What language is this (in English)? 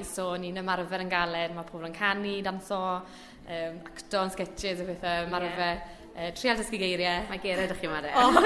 Welsh